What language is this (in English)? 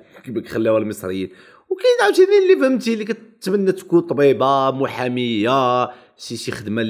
Moroccan Arabic